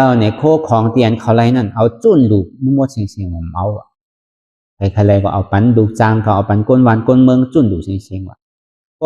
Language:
Shan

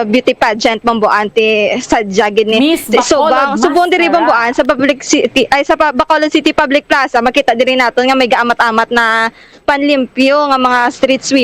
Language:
Hiligaynon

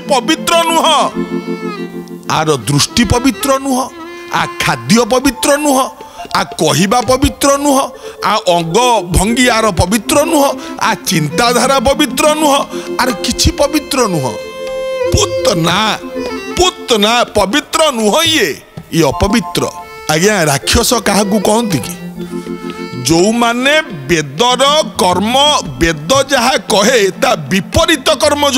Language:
Odia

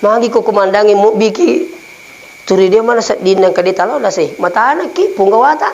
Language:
Buginese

